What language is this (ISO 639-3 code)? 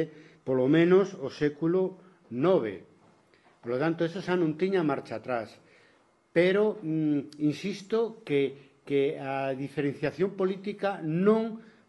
glg